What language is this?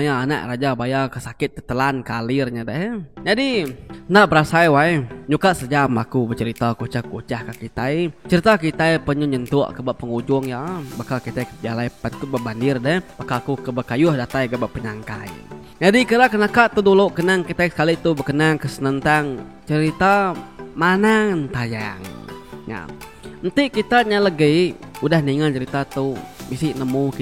Iban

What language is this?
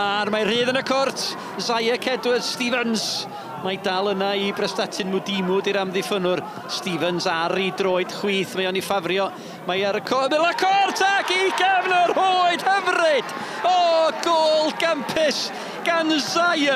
Welsh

